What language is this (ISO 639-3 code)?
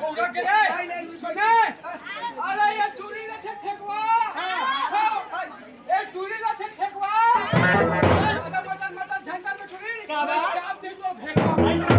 hne